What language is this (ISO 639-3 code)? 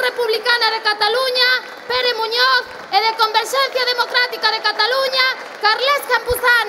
glg